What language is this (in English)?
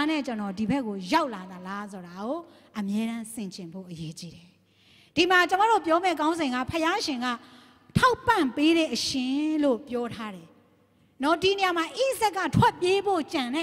Burmese